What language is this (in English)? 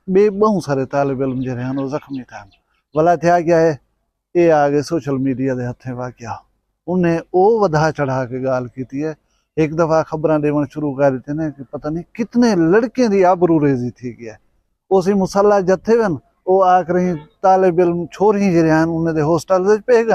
Saraiki